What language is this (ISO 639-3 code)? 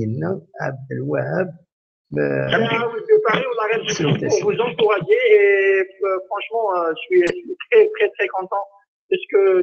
kab